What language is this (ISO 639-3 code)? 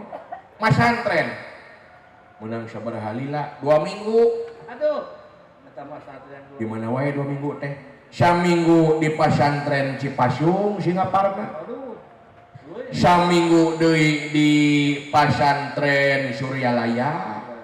sun